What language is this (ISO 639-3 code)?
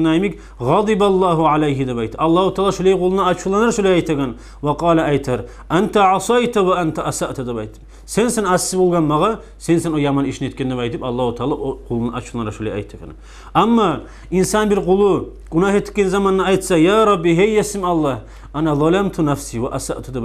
kum